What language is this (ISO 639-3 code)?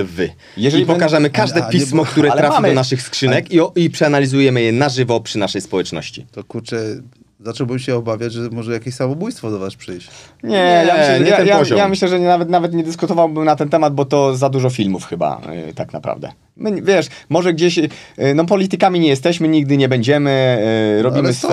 pol